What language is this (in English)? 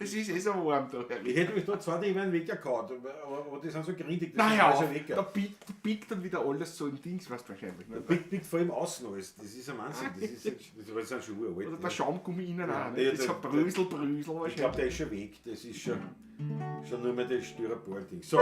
Bavarian